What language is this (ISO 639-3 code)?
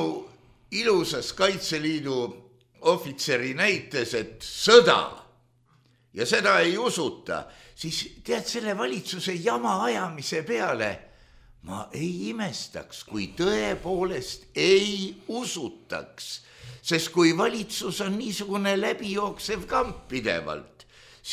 est